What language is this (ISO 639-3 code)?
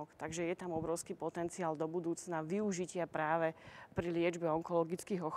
slk